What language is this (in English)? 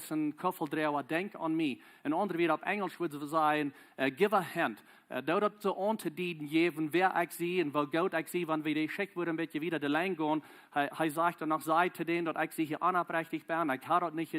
Plautdietsch